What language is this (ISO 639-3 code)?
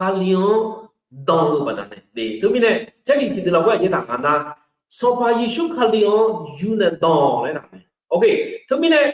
ahk